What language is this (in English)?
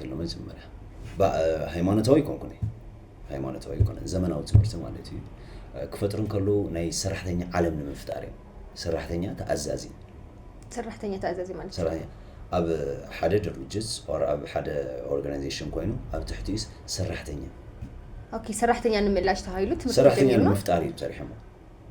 Tigrinya